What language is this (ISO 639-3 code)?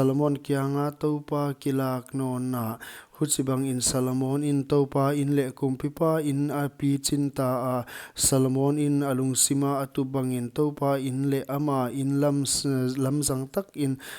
pck